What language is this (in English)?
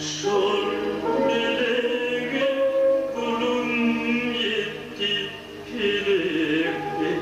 Turkmen